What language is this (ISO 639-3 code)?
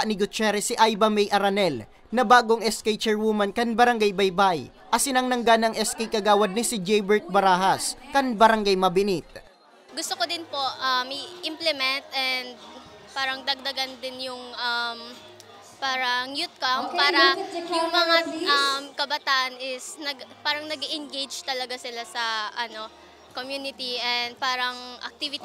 bik